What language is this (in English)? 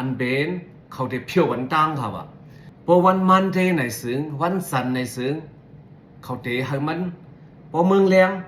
Shan